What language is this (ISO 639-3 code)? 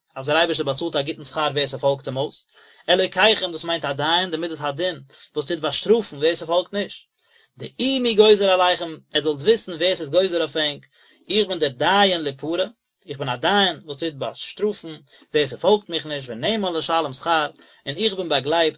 yid